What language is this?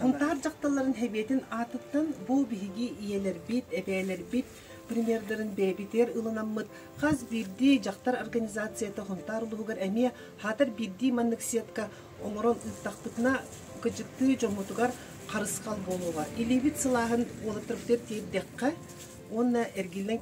Yakut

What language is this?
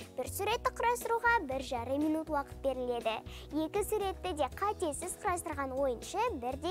Kazakh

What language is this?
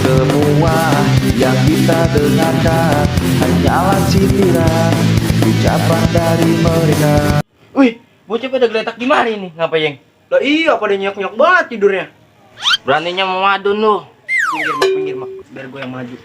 Betawi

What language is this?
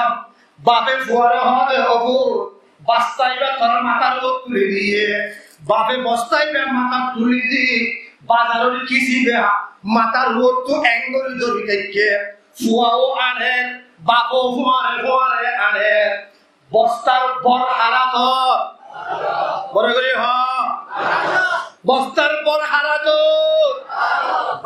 Rohingya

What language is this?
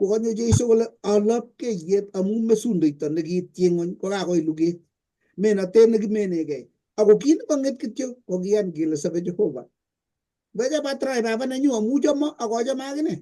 Kalenjin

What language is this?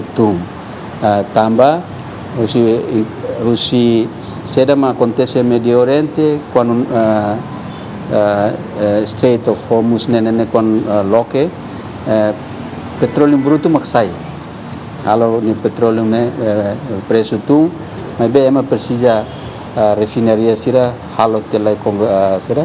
Tetum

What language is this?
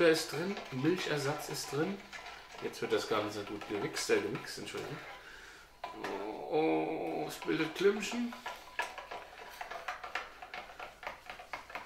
German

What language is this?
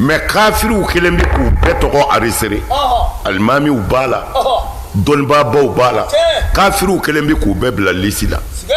Bambara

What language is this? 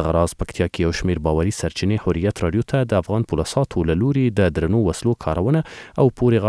Pashto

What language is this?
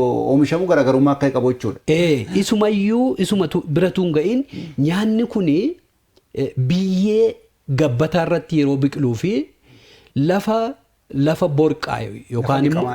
Oromo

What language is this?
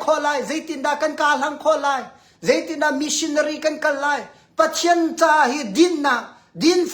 Hakha Chin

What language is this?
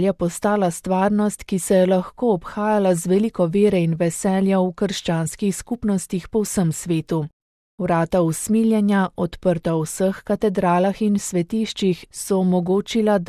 Slovenian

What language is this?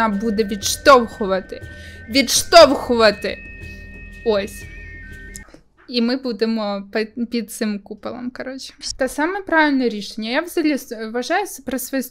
Ukrainian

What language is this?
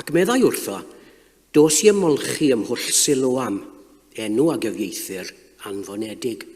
Welsh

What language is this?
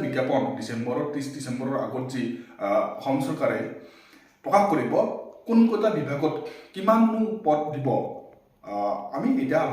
Assamese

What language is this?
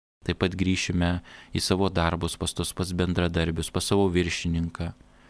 Lithuanian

